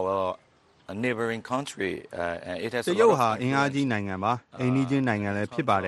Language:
Burmese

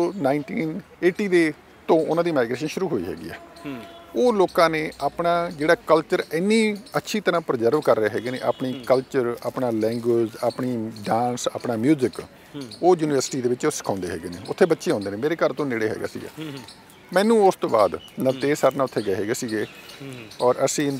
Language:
Punjabi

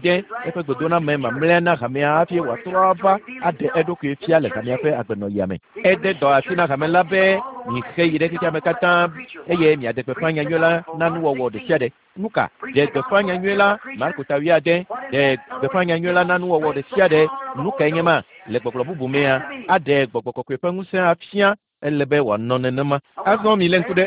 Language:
Ewe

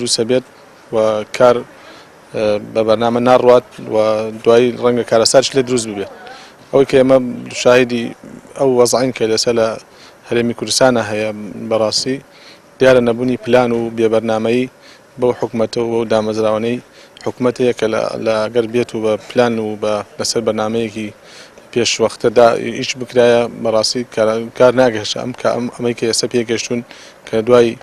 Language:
Central Kurdish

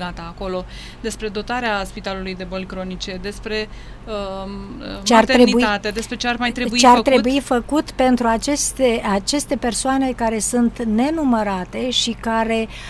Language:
Romanian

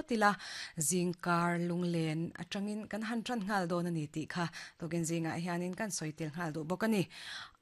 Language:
Mizo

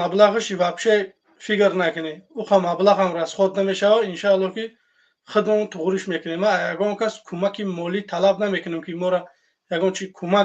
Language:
Tajik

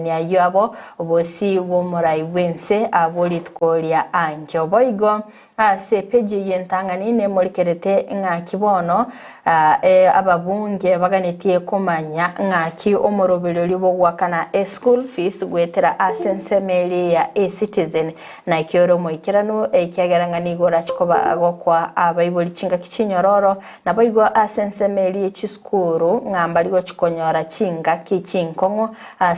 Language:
Gusii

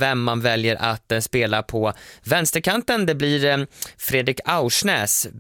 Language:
Swedish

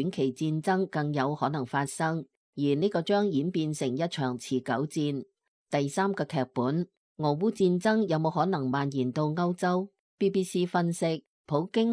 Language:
Cantonese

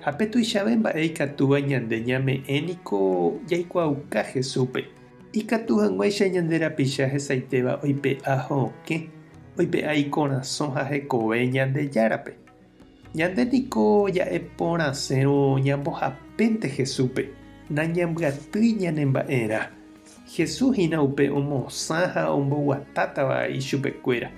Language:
Guarani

